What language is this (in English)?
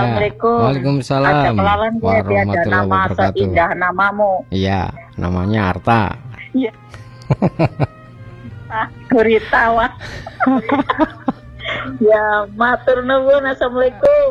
Indonesian